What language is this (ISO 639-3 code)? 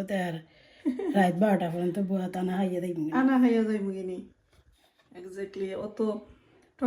syl